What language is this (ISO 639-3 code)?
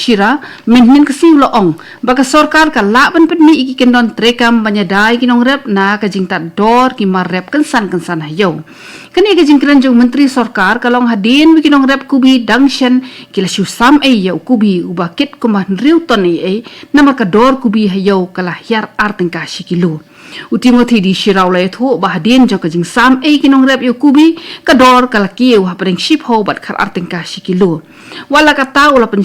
kha